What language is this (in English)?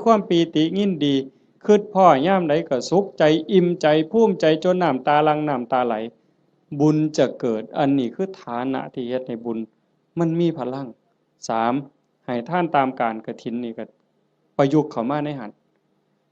Northeastern Thai